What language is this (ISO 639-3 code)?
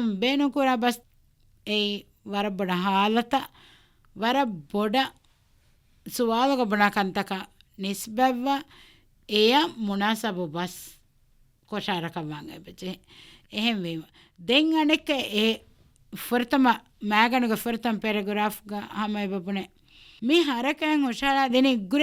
div